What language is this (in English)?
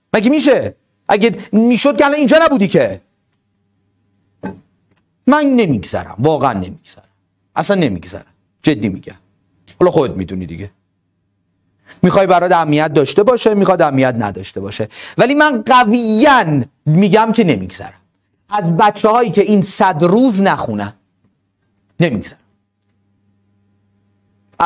Persian